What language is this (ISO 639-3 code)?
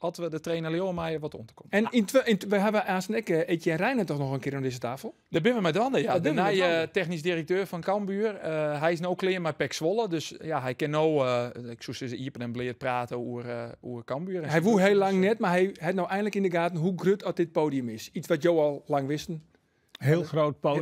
fry